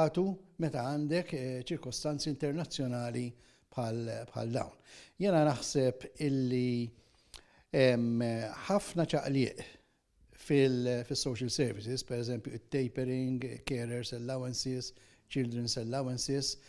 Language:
Maltese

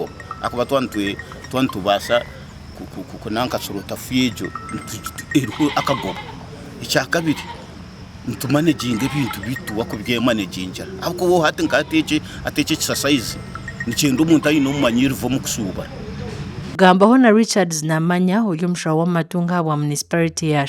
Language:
Nyankole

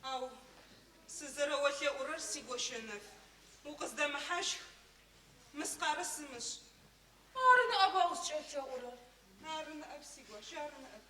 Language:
Adyghe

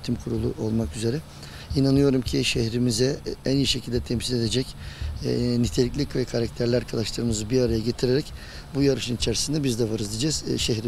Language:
Turkish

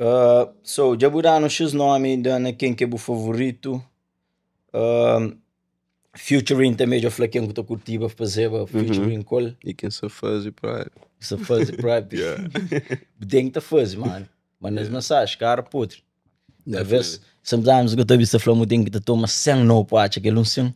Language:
Kabuverdianu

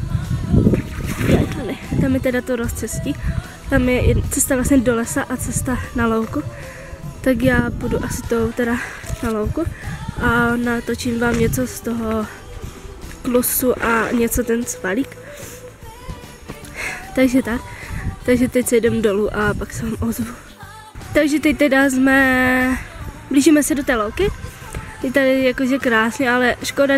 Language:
Czech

